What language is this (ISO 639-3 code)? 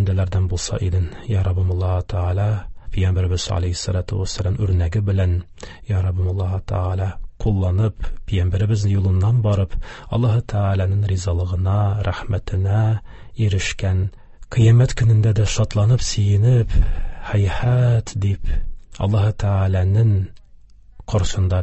tat